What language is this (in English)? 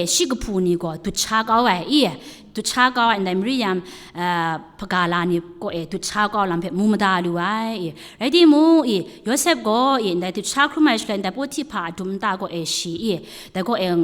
Kachin